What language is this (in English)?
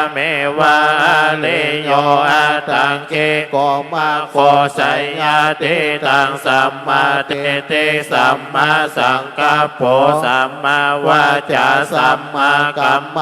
Pali